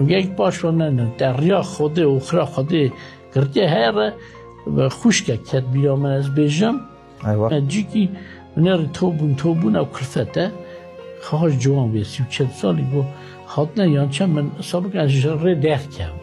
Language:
Kurdish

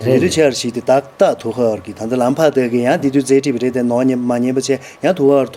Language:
Tibetan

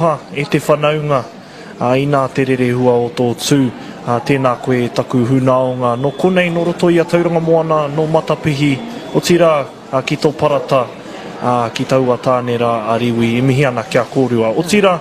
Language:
Māori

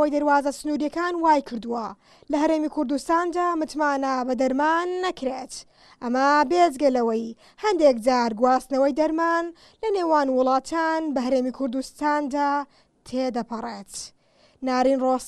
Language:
Central Kurdish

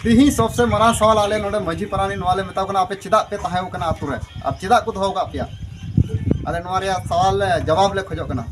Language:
Santali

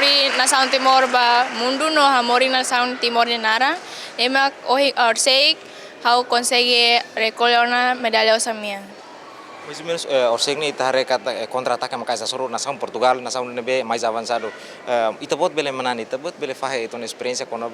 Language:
Tetum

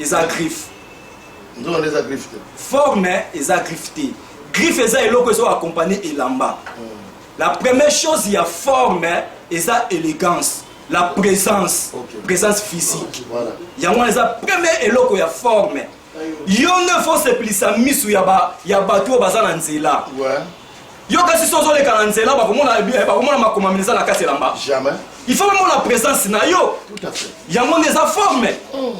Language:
Lingala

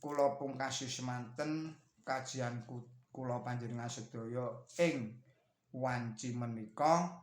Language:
Javanese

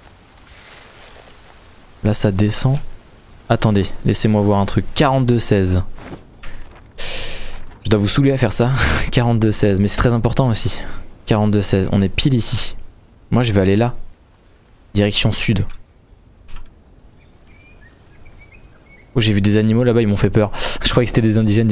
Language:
French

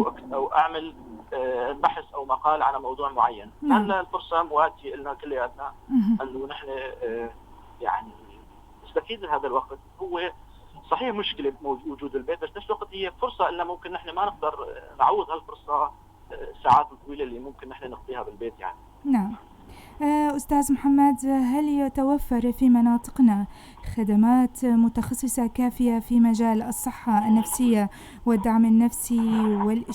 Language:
North Levantine Arabic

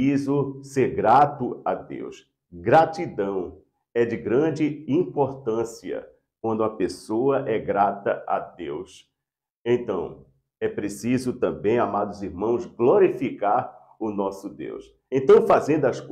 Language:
Portuguese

